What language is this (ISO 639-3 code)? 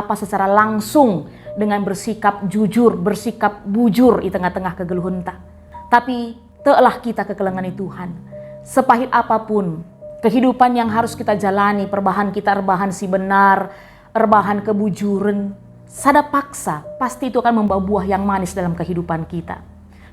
btx